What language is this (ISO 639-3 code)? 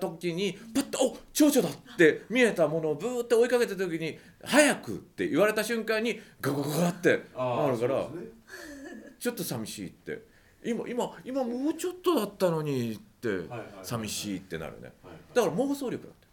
jpn